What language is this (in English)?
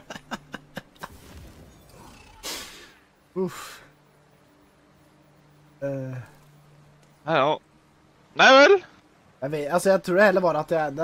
Norwegian